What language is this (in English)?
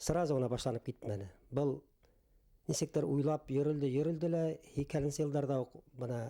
Bashkir